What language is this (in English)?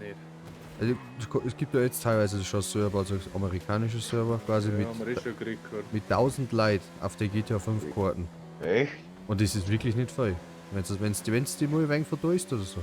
Bavarian